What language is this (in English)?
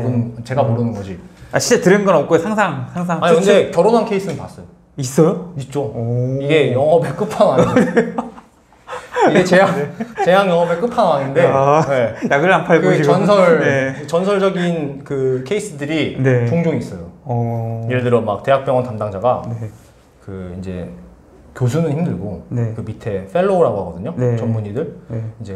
Korean